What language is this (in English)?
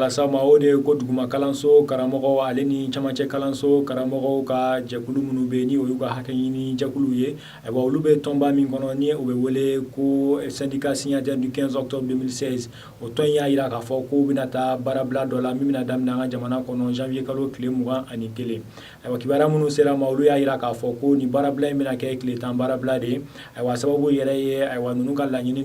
Bambara